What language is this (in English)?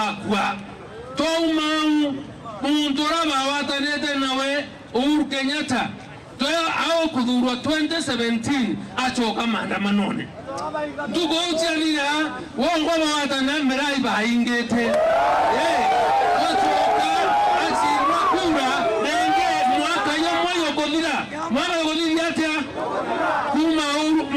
Meru